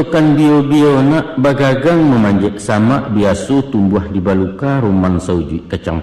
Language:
Minangkabau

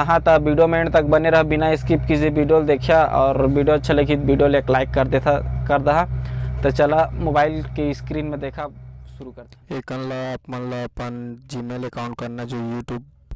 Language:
Chhattisgarhi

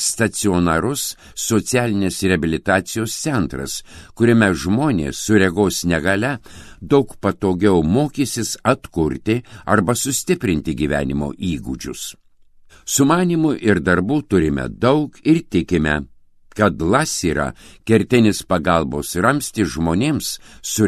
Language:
Lithuanian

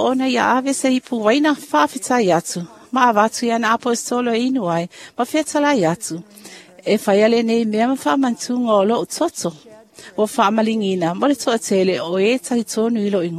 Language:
Samoan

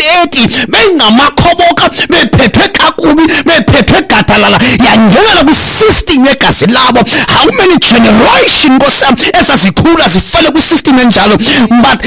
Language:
Xhosa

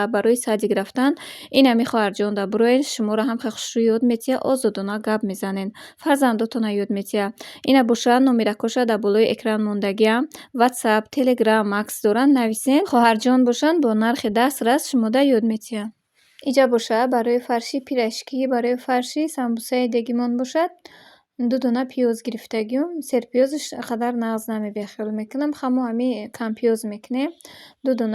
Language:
Tajik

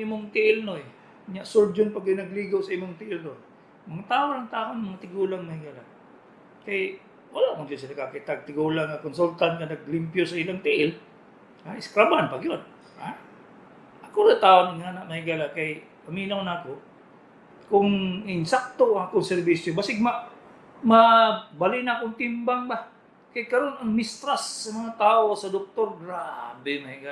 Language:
Cebuano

